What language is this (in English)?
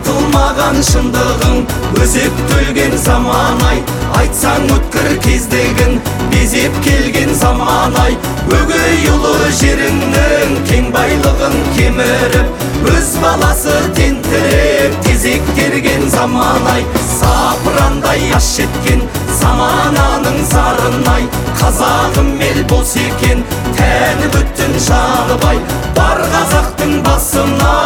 Kazakh